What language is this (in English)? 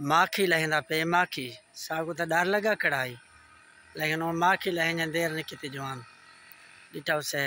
Saraiki